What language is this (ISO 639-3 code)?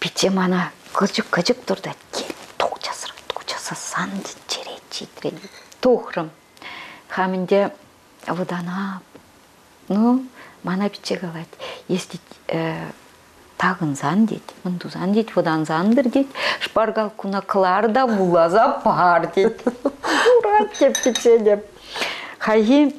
chv